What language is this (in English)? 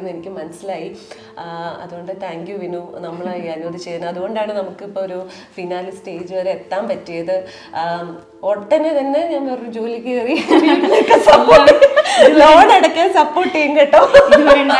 Malayalam